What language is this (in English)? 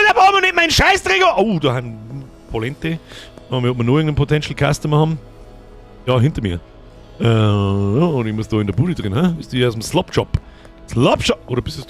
Bavarian